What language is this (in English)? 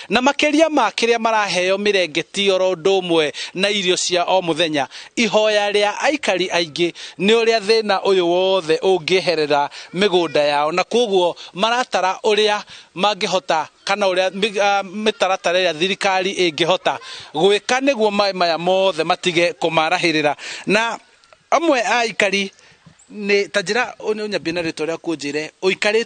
Kikuyu